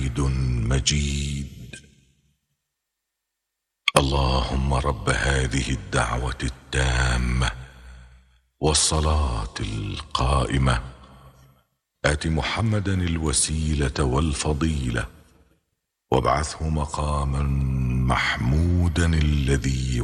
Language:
Arabic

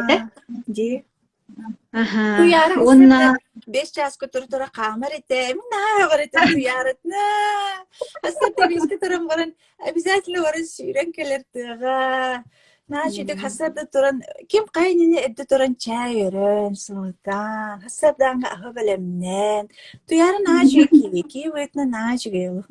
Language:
Yakut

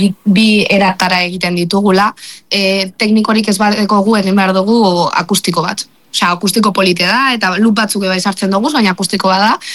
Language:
Basque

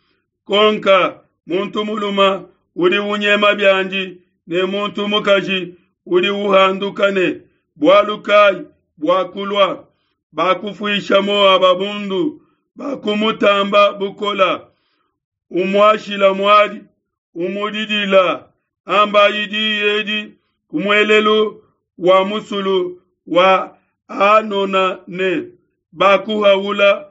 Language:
Luba-Lulua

